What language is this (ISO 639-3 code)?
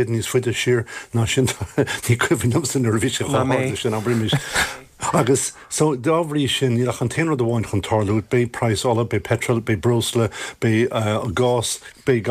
gle